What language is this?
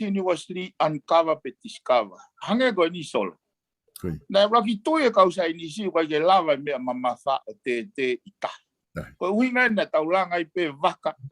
Tongan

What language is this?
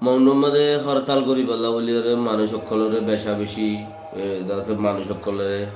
Rohingya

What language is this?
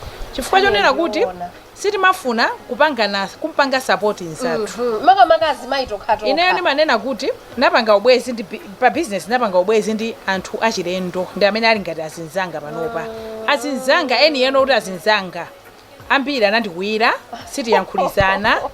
Nyanja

